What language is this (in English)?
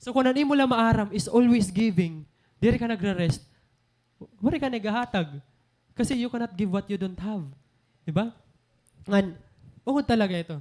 Waray